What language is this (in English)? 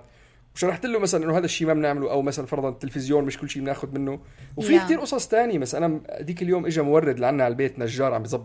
North Levantine Arabic